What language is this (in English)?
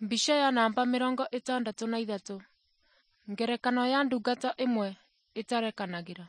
Kikuyu